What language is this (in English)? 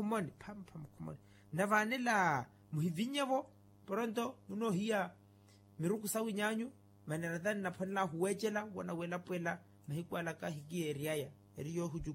Makhuwa